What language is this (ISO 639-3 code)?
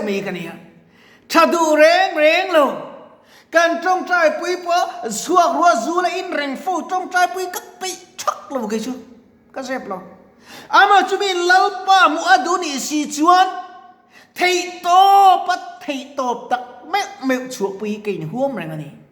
lus